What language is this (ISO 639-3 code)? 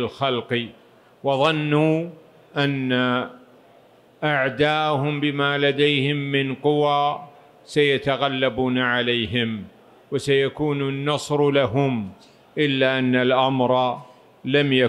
ara